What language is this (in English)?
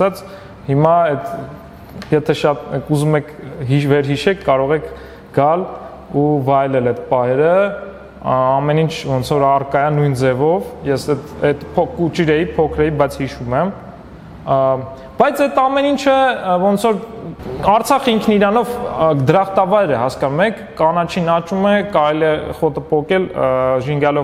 Armenian